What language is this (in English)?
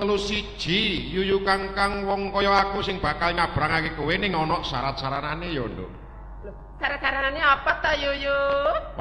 Javanese